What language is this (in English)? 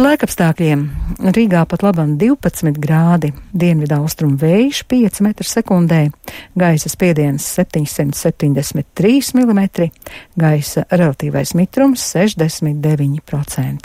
Latvian